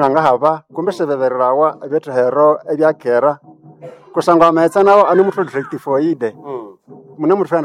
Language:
Nande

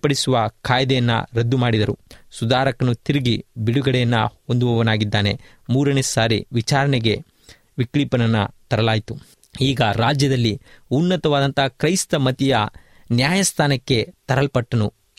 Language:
Kannada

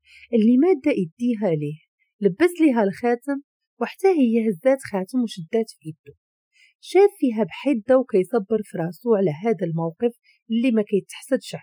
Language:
Moroccan Arabic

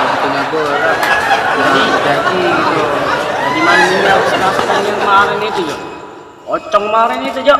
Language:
Musi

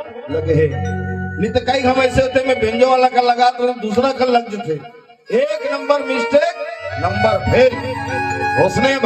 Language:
Chhattisgarhi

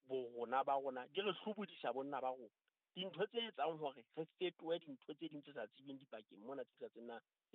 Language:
Southern Sotho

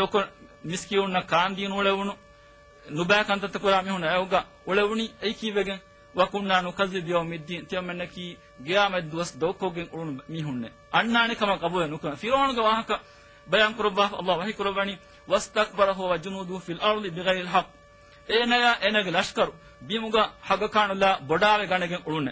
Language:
Divehi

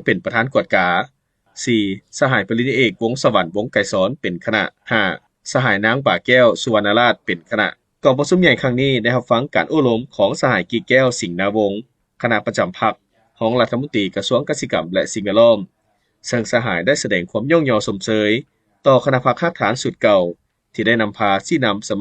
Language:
Lao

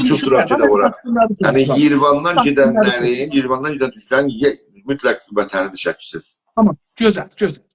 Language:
South Azerbaijani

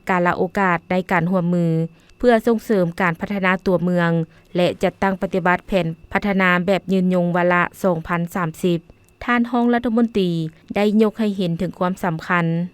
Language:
Lao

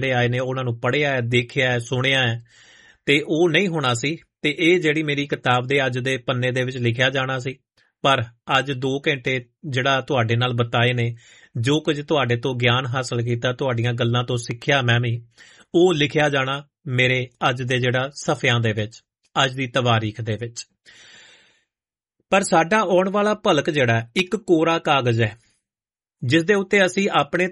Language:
Punjabi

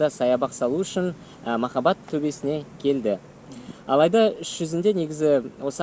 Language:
Kazakh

